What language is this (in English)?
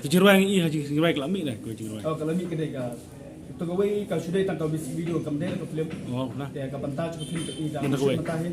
Khasi